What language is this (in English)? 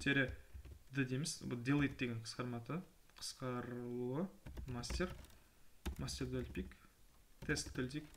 Kara-Kalpak